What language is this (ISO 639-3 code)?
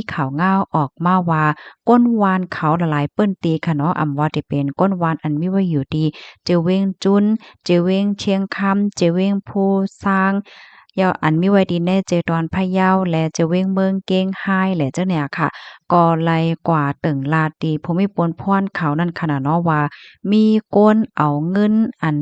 shn